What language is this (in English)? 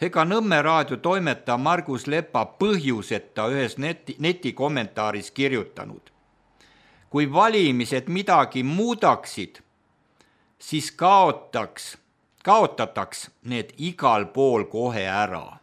Estonian